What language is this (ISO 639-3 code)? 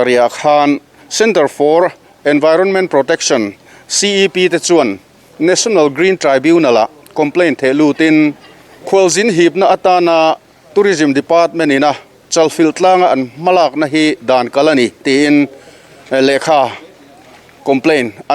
lus